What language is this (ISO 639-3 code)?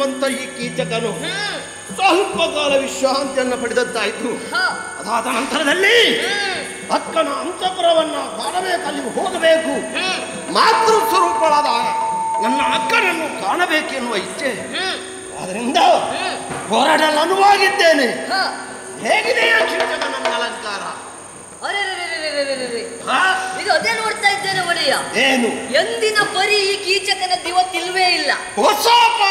kan